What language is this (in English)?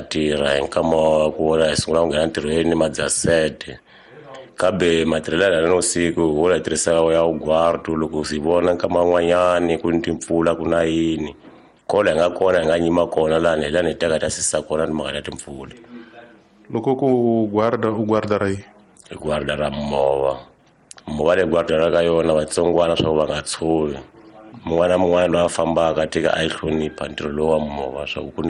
Tsonga